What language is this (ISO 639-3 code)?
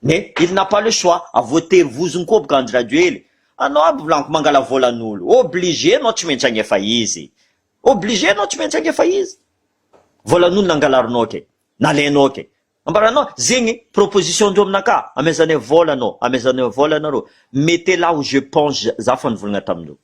mlg